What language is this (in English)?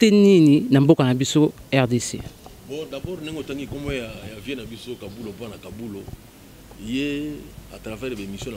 Lingala